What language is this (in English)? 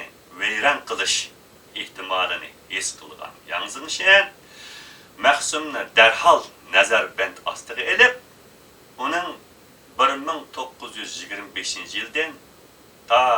Uyghur